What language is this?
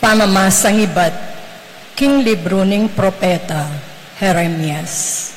Pampanga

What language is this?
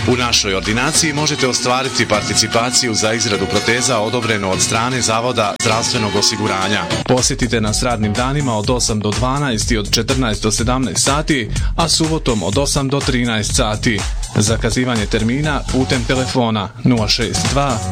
Bosnian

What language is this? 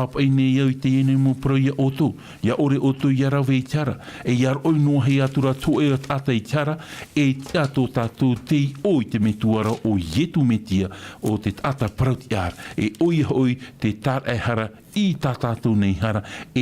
Tahitian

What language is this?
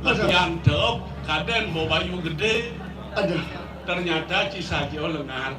Balinese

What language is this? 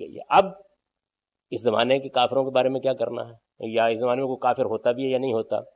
Urdu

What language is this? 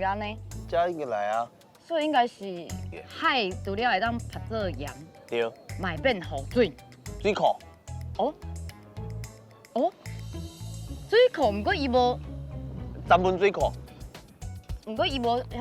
Min Nan Chinese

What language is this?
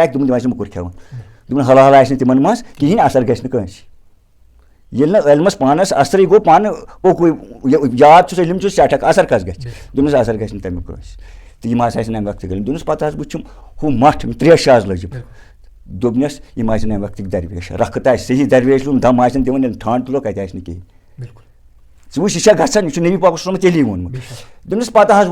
Kashmiri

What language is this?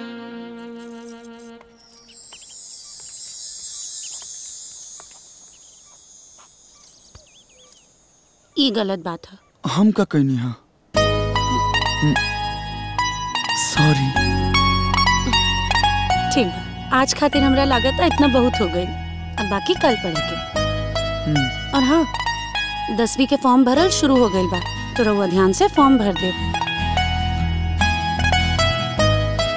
Bhojpuri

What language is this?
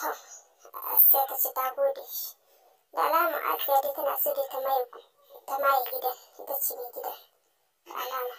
Hausa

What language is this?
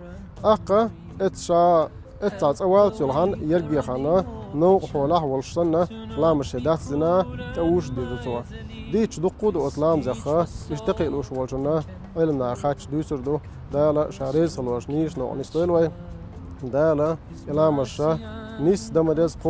Chechen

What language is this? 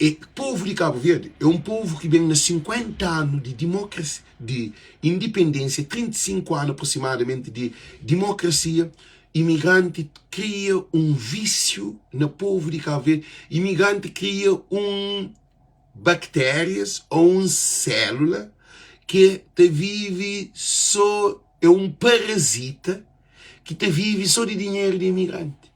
Kabuverdianu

